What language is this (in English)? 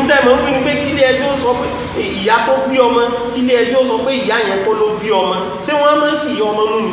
Yoruba